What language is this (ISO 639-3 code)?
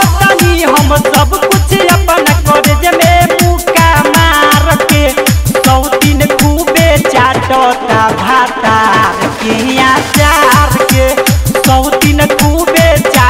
bho